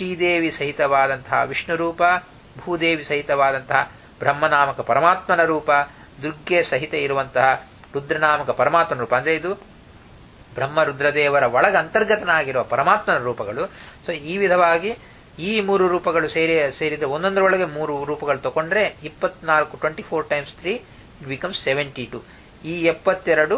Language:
Kannada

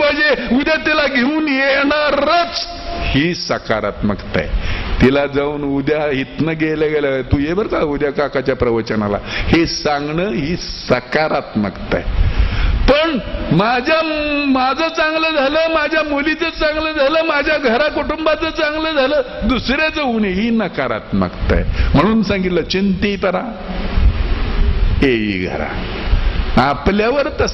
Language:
Marathi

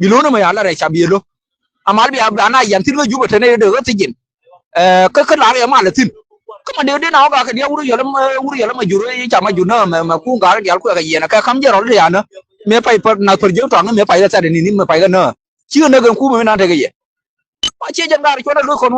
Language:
Nuer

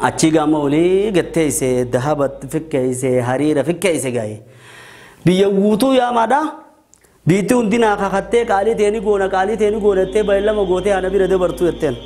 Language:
Oromo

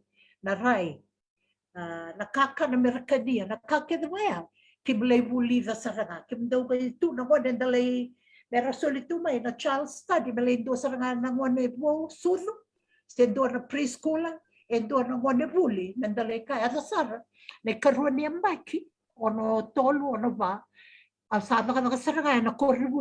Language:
Fijian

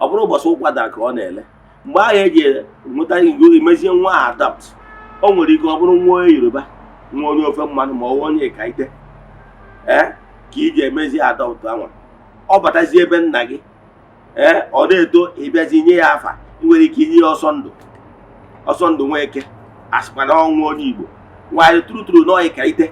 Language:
Igbo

